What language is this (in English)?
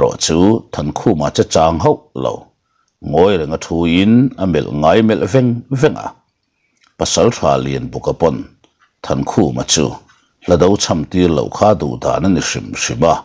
Mizo